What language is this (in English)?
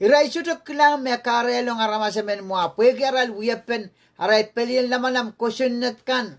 Pohnpeian